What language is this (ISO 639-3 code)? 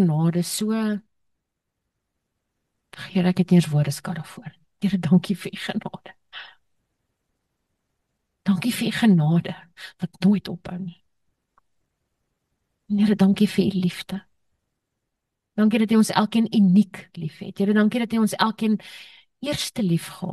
afr